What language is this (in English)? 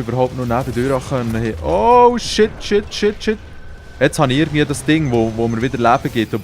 Swiss German